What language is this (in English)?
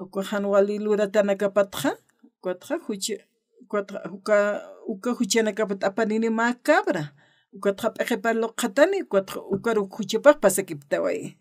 Aymara